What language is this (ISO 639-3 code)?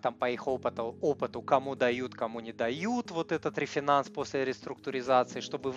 rus